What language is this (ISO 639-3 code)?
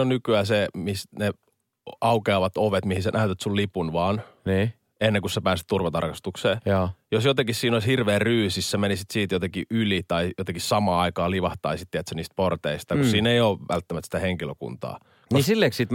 fin